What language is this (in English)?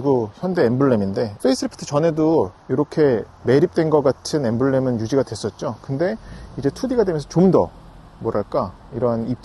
Korean